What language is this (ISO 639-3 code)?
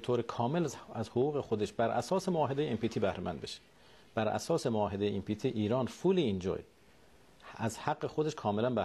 fas